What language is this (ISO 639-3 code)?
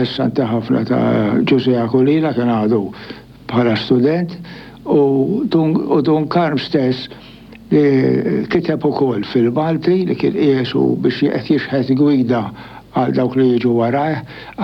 mlt